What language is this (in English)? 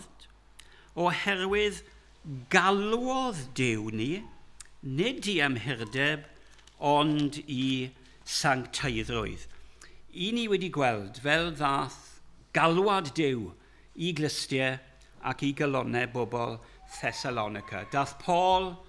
Welsh